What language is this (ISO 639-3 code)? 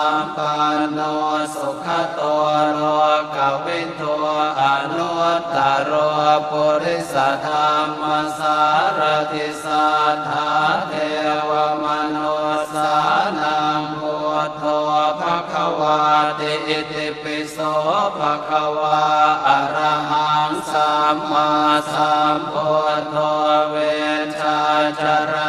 pli